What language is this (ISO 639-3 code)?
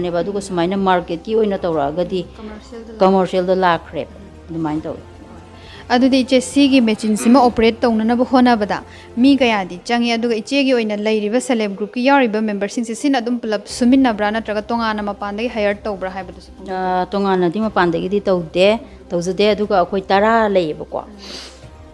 mni